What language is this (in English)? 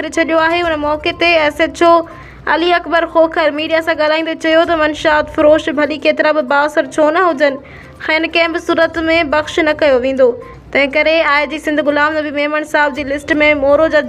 Sindhi